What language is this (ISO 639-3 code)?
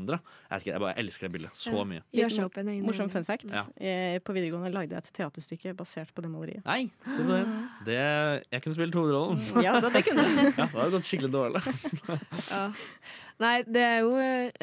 nor